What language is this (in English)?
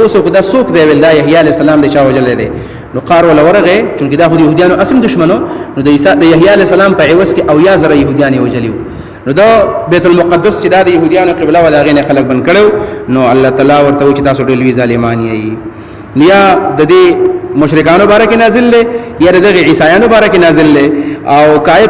Pashto